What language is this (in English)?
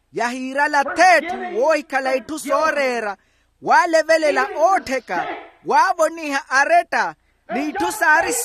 Makhuwa